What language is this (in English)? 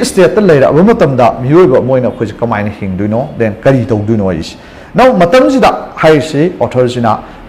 Manipuri